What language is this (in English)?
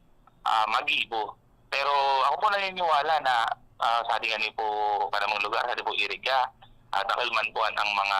Bikol